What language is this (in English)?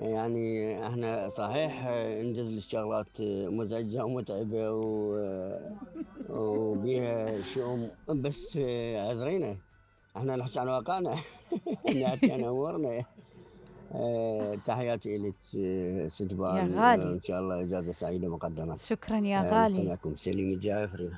Mesopotamian Arabic